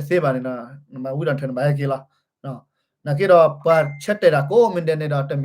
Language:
S'gaw Karen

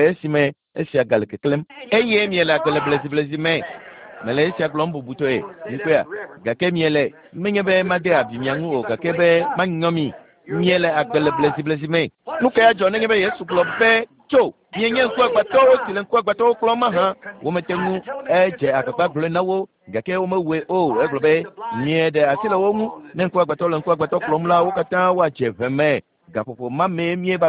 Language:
Ewe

